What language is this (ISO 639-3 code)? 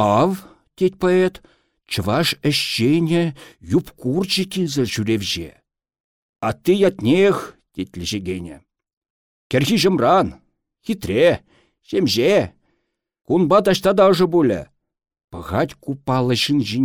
chv